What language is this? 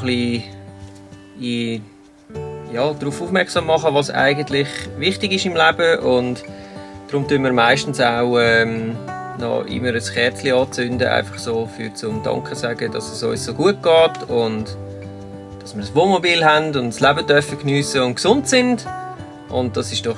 Swiss German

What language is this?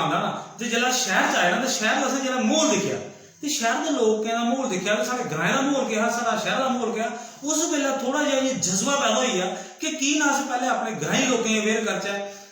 Dogri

